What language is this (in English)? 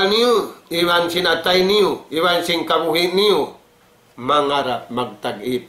Tausug